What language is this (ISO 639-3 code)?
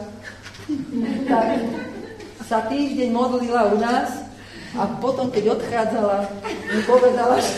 slk